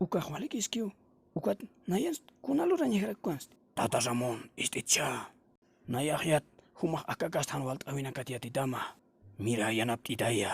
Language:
Aymara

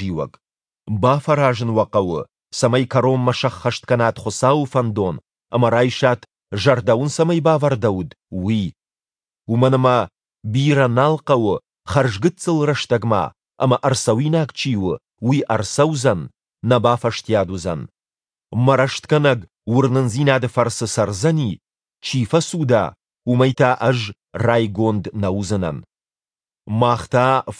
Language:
Ossetic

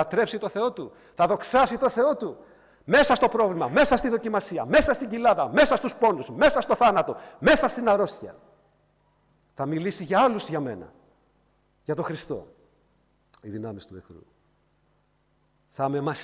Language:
Greek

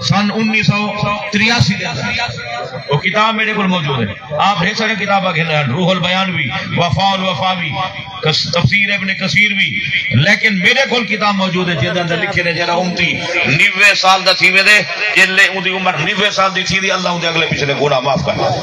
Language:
Saraiki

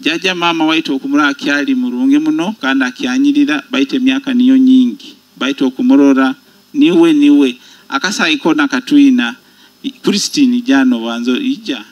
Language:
Nyoro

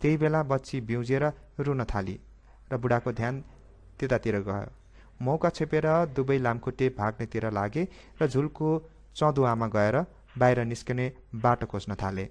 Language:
Nepali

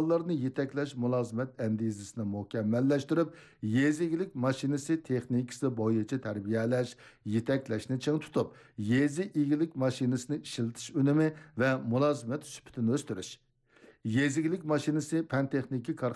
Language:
Uyghur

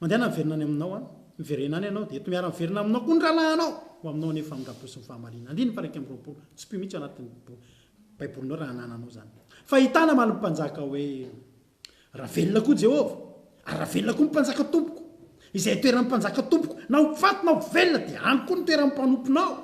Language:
Malagasy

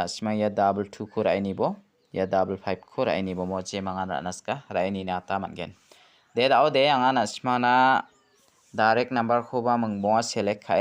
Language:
Garo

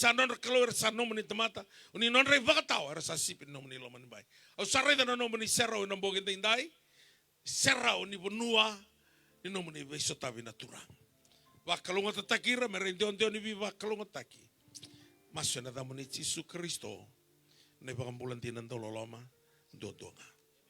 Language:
Fijian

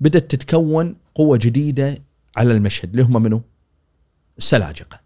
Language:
Gulf Arabic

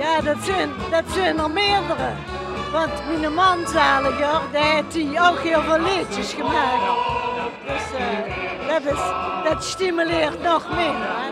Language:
Limburgish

